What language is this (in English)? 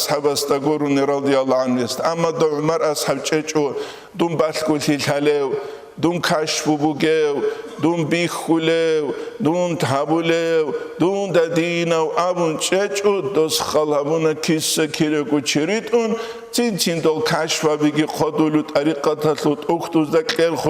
Avaric